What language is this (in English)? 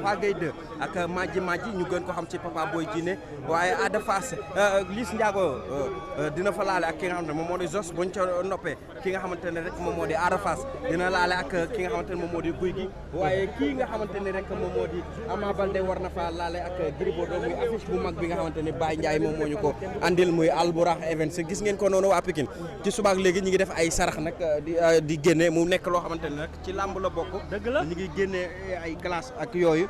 Wolof